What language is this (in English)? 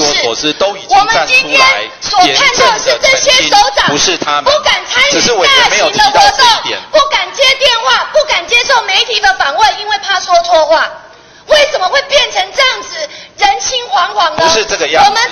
Chinese